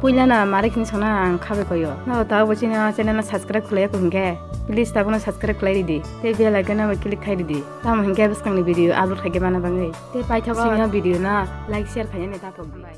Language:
Kok Borok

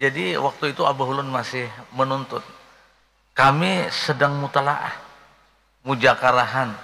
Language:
Banjar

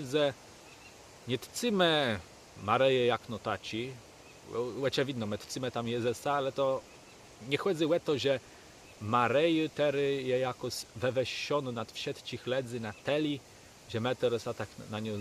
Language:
Kashubian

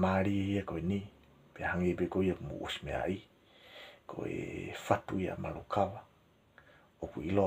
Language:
Tongan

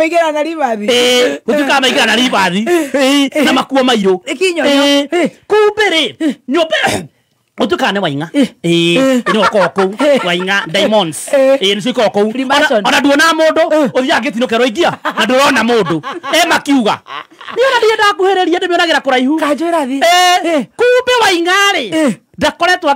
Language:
Kikuyu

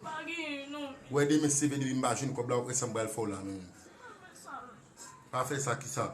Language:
Haitian Creole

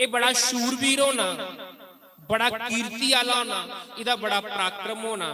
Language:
Dogri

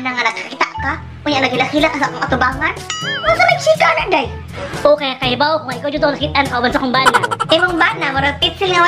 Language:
Cebuano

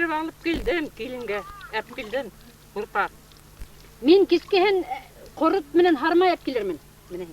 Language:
Bashkir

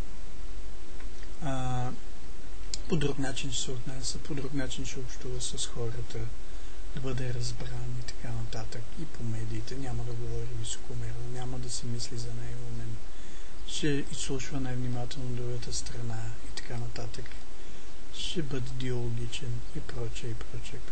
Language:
Bulgarian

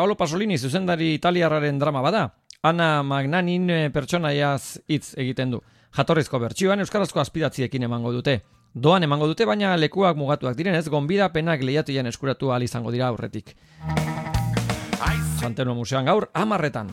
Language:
Basque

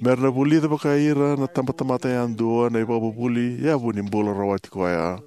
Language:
Fijian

